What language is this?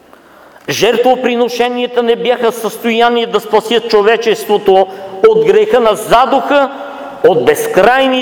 Bulgarian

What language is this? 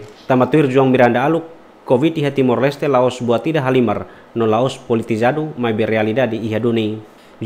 Tetum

